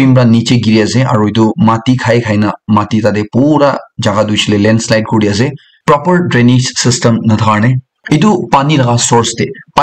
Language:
Naga Pidgin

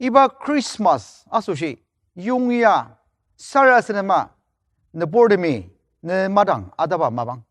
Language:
Ao Naga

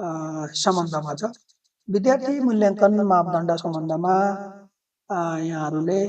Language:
Nepali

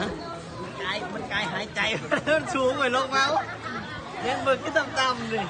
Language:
Lao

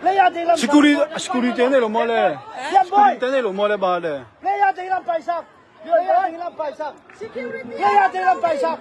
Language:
Tedim Chin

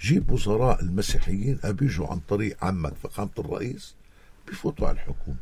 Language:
North Levantine Arabic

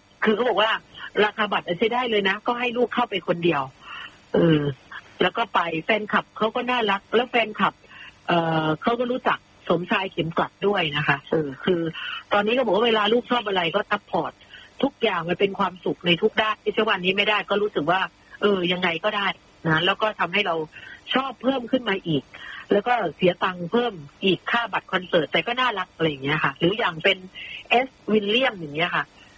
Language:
Thai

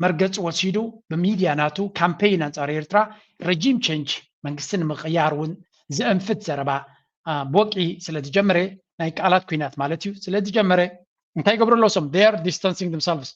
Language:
Tigrinya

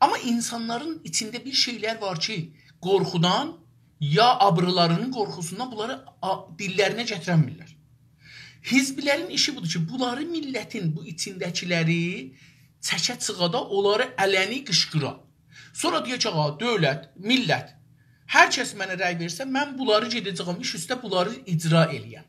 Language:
South Azerbaijani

